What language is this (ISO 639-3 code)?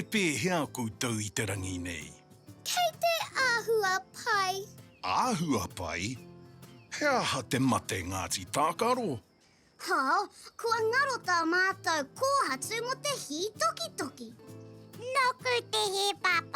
mri